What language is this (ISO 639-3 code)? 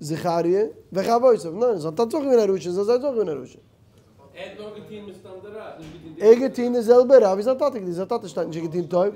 yid